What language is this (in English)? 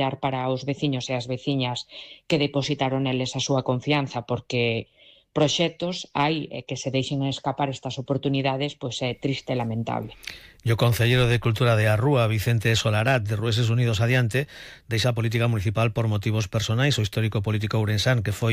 Galician